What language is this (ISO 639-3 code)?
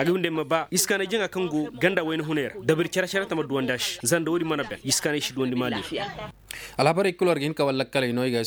dje